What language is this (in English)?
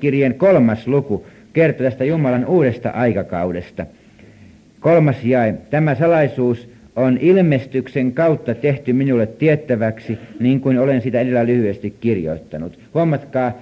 Finnish